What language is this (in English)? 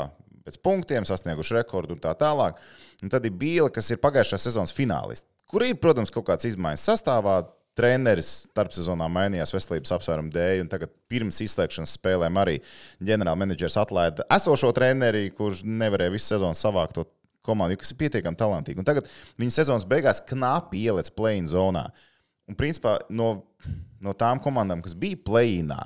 Latvian